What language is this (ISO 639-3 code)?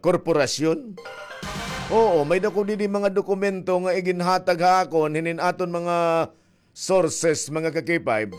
war